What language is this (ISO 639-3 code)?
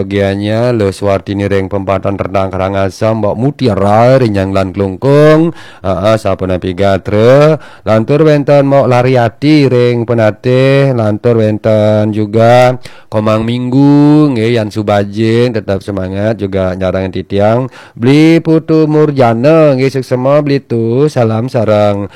ban